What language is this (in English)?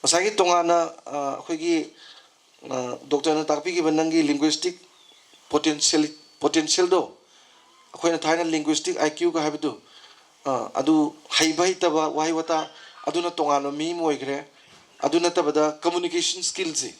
Manipuri